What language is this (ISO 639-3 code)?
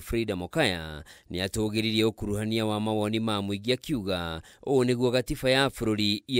kik